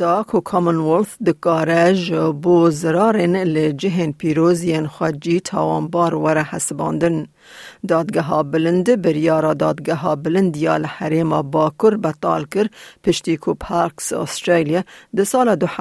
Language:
Kurdish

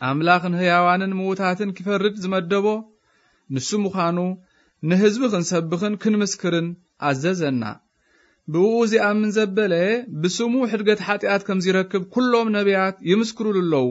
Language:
Tigrinya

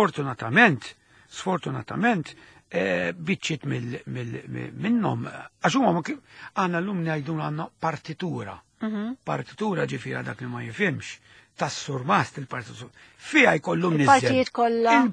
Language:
Maltese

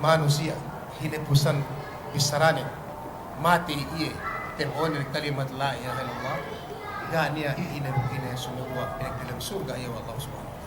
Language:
Yakan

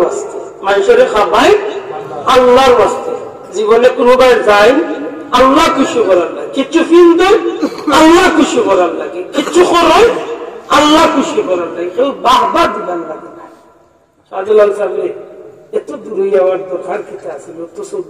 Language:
Sylheti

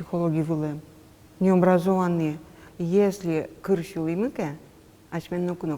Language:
Udmurt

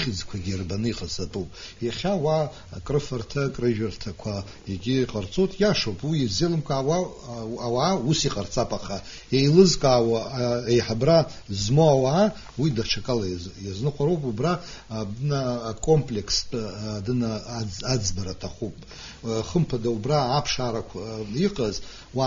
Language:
Abkhazian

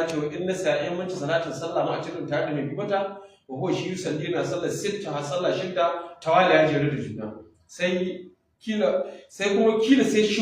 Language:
Hausa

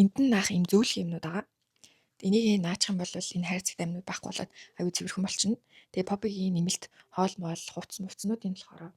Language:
Mongolian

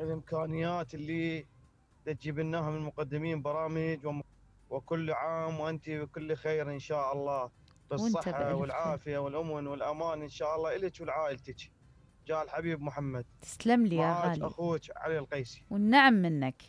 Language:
Mesopotamian Arabic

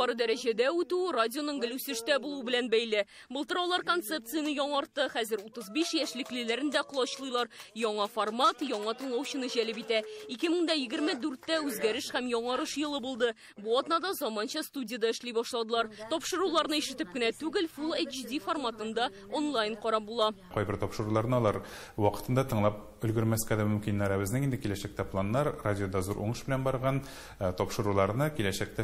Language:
Tatar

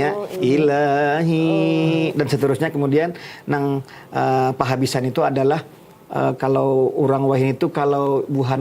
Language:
Banjar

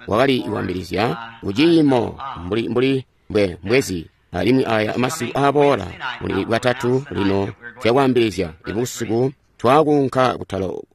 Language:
Tonga (Zambia)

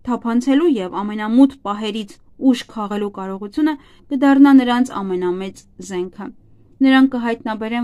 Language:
Armenian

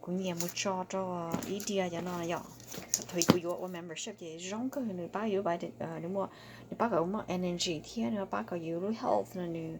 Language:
Hmong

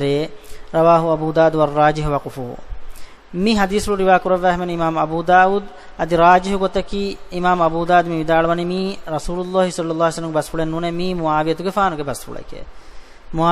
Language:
Divehi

